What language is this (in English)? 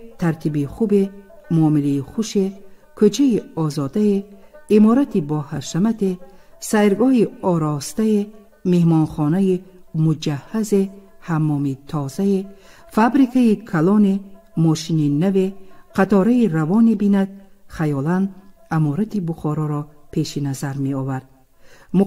Tajik